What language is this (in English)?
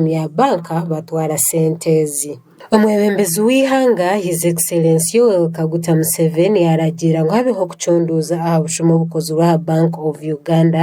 Nyankole